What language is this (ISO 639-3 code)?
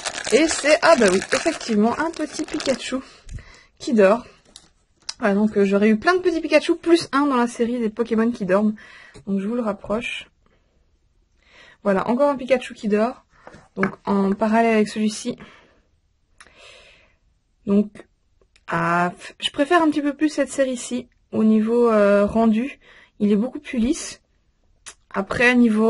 fra